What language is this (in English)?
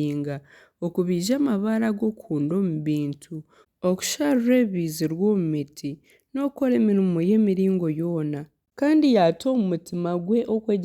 Nyankole